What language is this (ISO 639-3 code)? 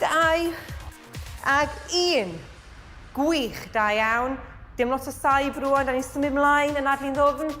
cym